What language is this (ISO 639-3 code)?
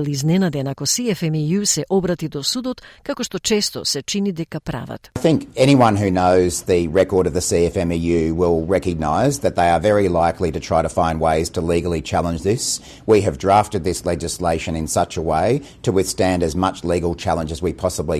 mkd